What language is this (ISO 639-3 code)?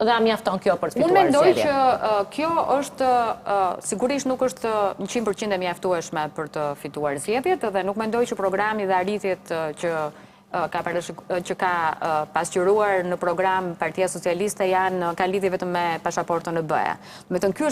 sqi